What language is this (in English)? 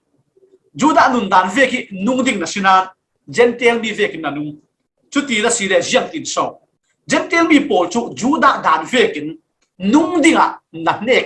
Falam Chin